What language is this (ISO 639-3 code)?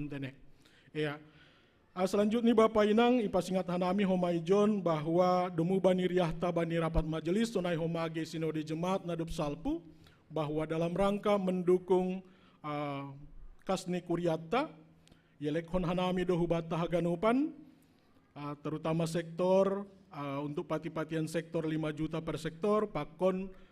bts